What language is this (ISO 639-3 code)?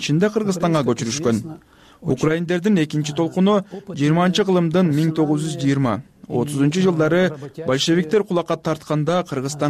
kir